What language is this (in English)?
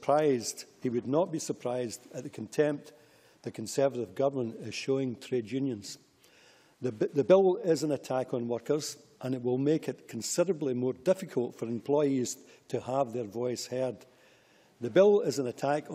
English